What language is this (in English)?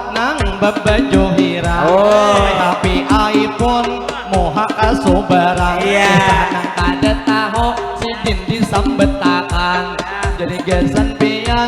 Banjar